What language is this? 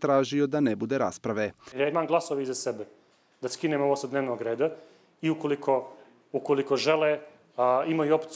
Bosnian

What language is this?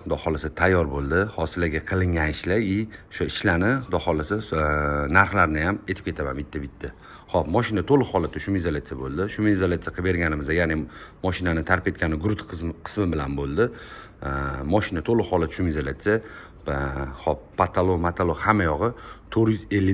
Uzbek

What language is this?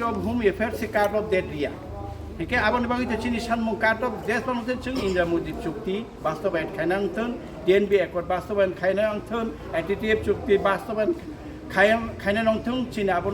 Kok Borok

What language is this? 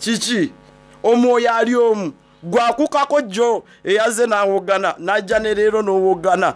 Soga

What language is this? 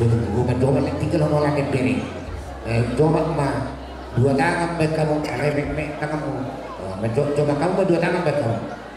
Batak Toba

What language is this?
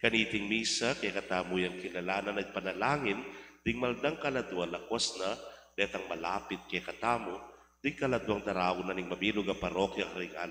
Pampanga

